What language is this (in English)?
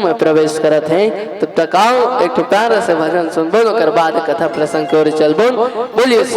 Chhattisgarhi